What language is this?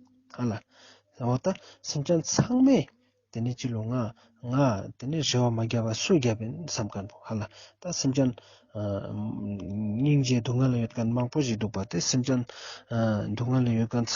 Ladakhi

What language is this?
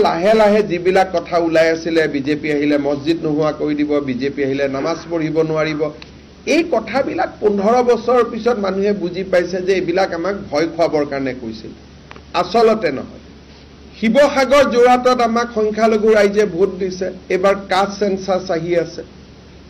Assamese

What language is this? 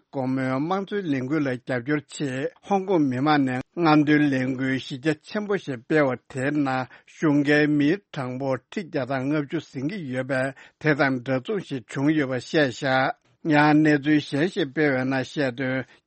Tibetan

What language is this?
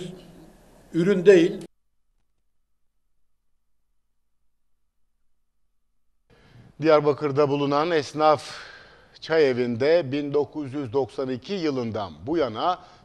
Turkish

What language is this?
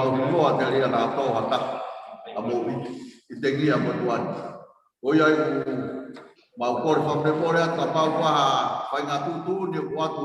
Tongan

